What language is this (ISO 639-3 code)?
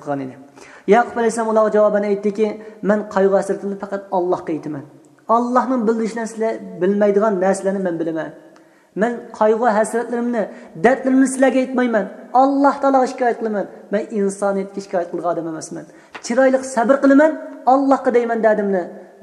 uig